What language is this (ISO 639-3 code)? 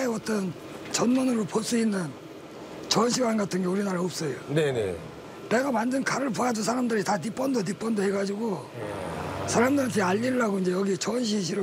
kor